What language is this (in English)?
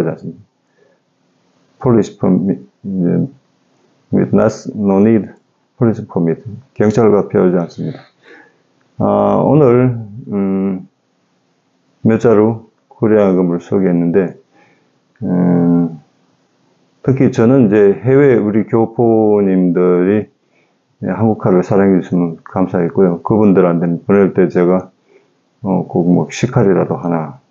Korean